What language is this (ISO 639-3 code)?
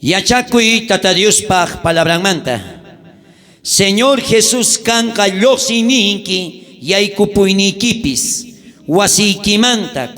quh